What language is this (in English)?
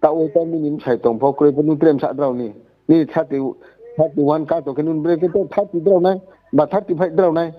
Riang (India)